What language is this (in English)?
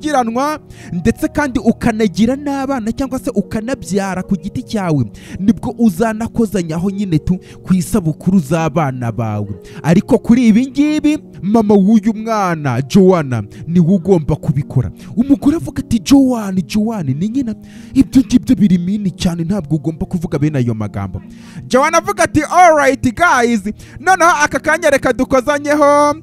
Kinyarwanda